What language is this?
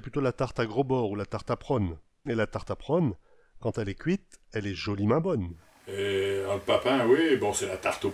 Picard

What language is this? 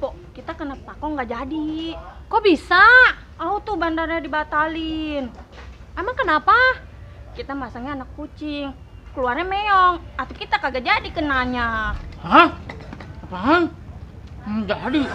Betawi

